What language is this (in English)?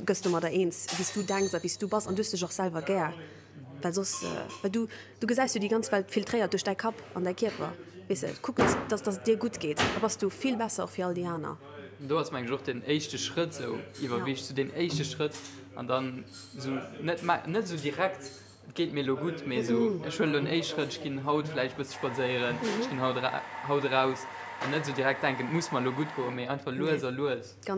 Luxembourgish